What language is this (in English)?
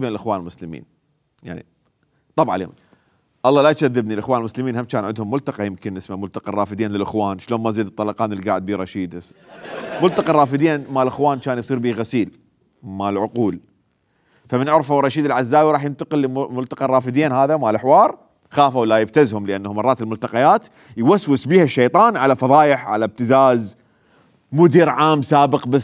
Mesopotamian Arabic